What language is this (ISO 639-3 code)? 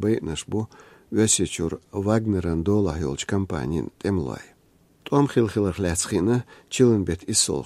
che